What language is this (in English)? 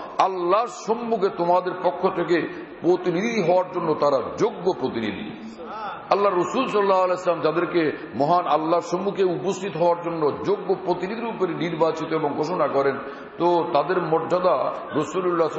Bangla